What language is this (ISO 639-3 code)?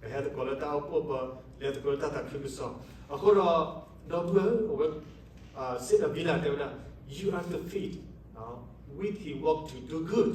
ksw